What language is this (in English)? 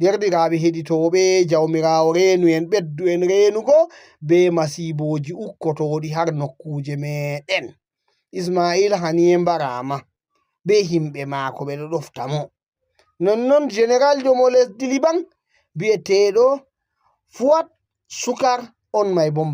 Fula